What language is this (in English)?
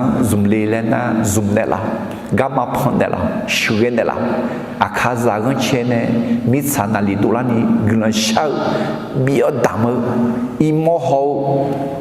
Akha